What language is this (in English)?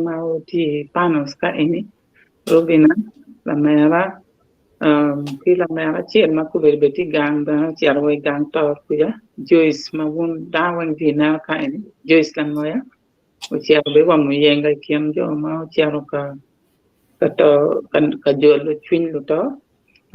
Acoli